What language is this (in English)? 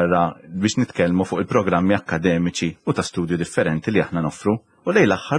Maltese